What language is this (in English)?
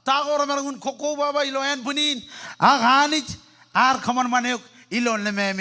Marshallese